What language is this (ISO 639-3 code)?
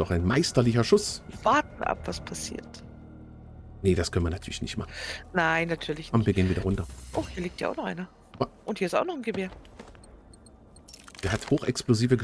deu